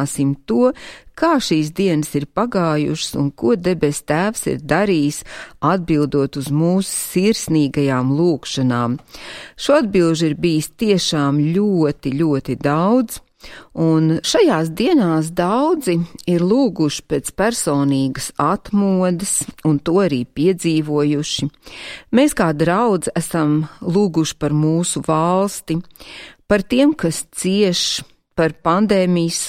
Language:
Latvian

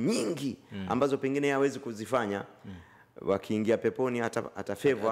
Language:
Swahili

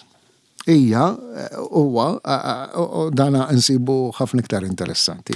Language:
Maltese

